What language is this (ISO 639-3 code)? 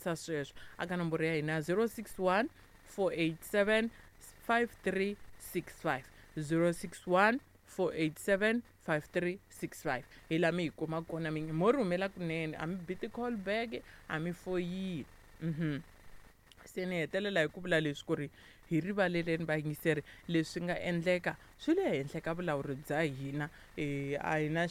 tso